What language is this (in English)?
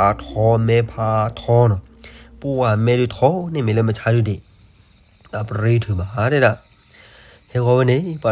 S'gaw Karen